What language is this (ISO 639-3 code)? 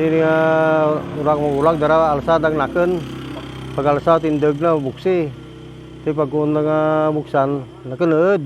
krj